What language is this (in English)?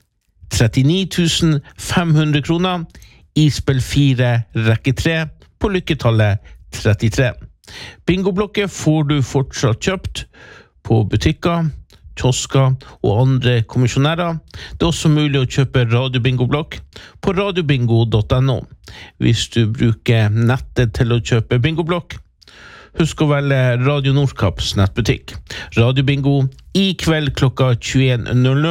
Norwegian